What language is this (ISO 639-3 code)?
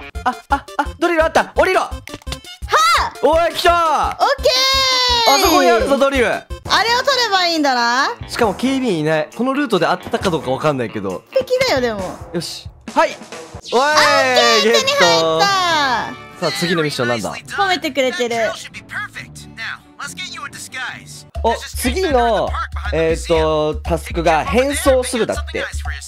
jpn